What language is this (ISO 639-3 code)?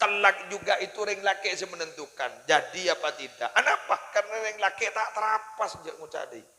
mad